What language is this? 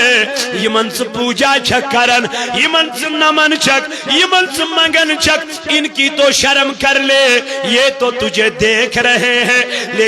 Kashmiri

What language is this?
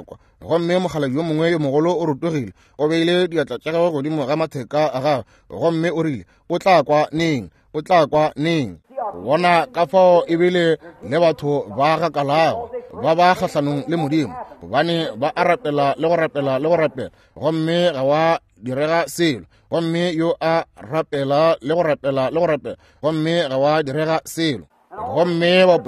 Northern Sotho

